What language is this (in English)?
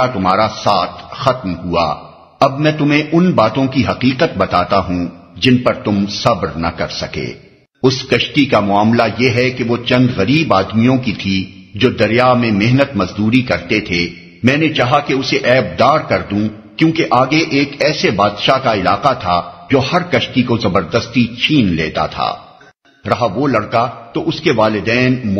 Urdu